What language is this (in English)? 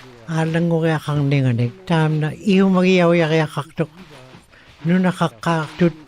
Western Canadian Inuktitut